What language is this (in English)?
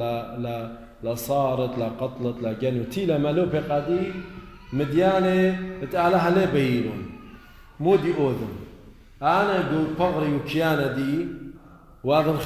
Assyrian Neo-Aramaic